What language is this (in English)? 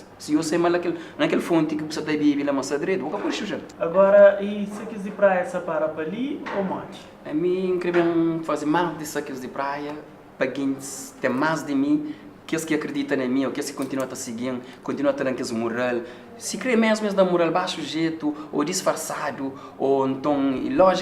Kabuverdianu